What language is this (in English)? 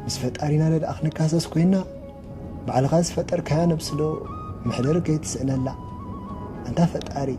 Tigrinya